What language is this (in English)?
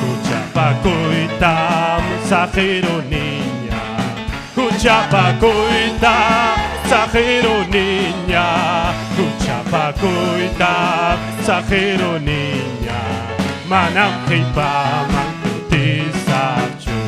Ayacucho Quechua